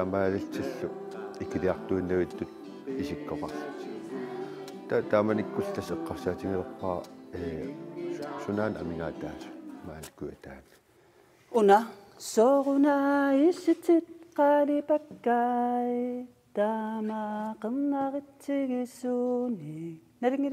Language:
Kalaallisut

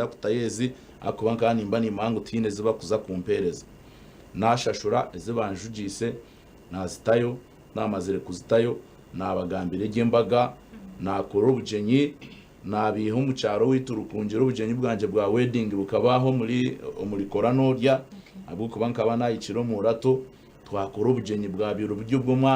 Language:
Nyankole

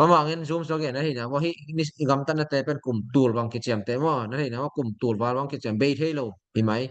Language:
Tedim Chin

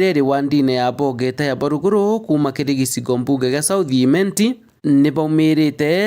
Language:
Meru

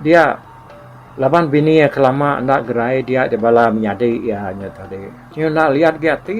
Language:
Iban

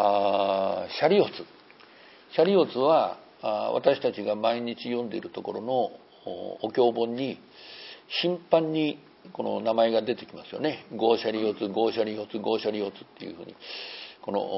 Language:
Japanese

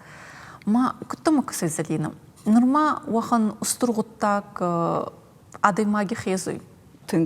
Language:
Ossetic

